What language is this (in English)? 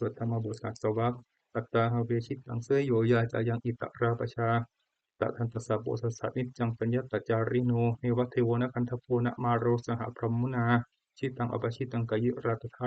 Pali